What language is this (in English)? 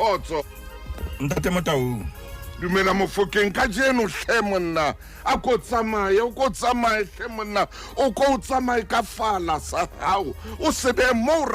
Southern Sotho